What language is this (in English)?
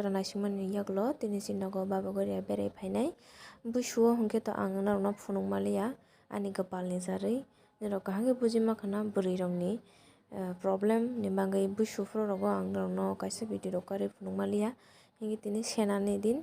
Kok Borok